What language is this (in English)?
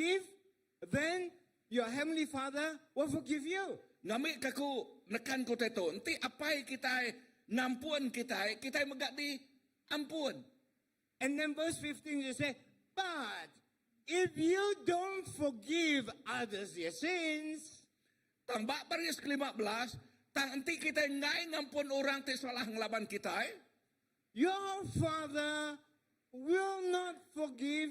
Iban